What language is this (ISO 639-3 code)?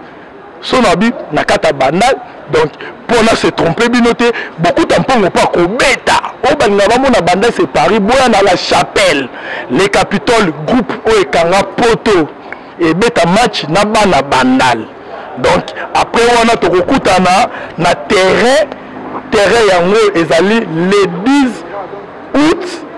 lin